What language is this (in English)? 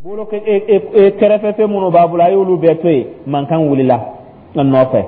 Dyula